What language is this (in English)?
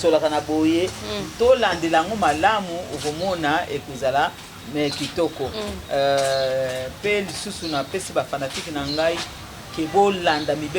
Lingala